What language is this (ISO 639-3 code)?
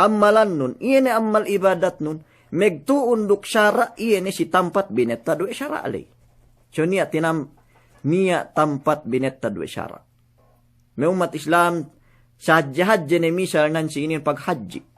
yka